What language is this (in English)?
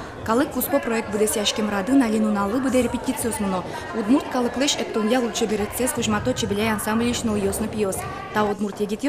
Udmurt